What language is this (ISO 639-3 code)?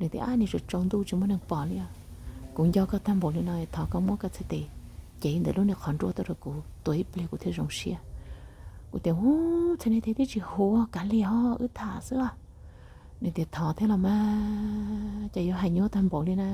hmn